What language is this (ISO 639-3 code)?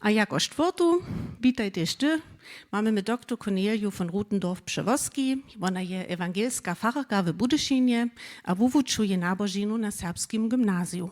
hsb